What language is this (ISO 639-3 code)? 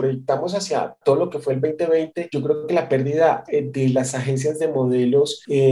spa